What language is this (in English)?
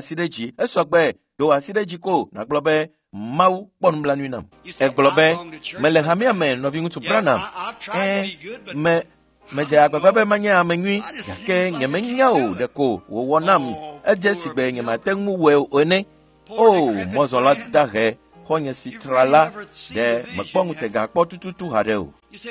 Ewe